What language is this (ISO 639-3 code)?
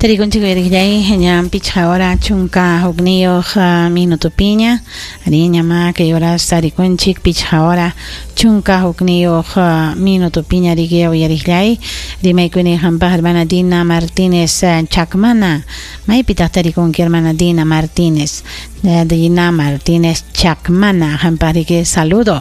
quy